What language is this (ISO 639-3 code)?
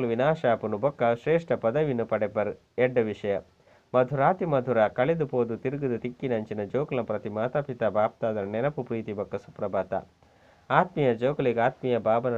tcy